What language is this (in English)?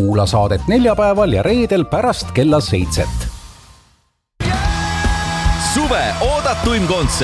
Estonian